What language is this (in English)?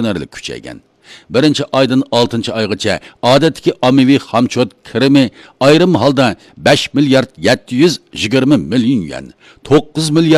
Uyghur